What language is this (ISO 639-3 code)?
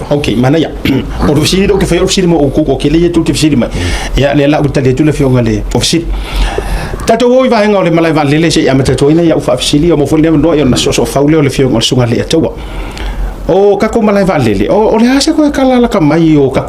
smo